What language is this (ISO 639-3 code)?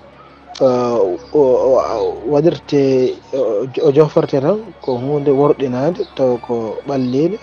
ful